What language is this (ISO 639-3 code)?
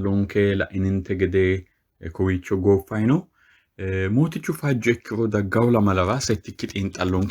sid